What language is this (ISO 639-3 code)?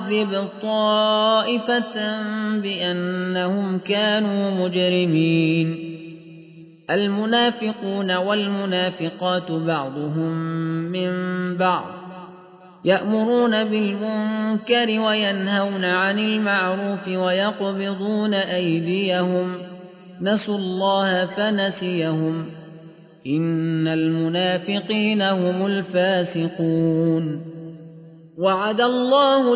ara